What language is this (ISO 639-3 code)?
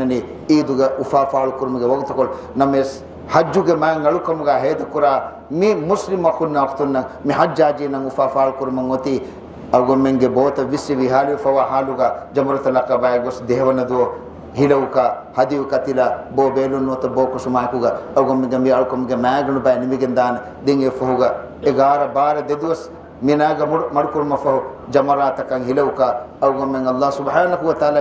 div